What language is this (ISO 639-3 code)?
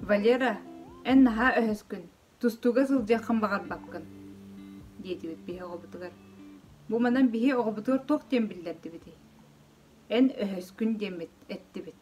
sah